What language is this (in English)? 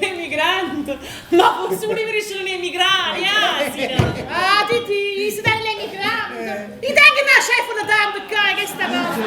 Neapolitan